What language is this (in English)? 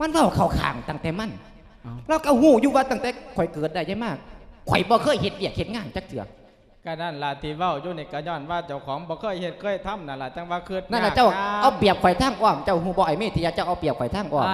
Lao